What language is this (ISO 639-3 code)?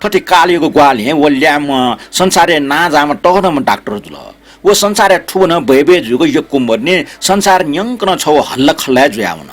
new